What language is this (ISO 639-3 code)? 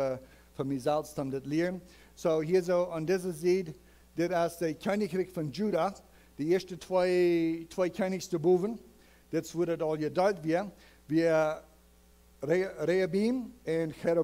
pdt